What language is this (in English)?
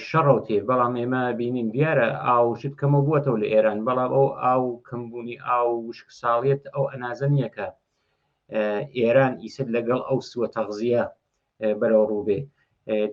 Central Kurdish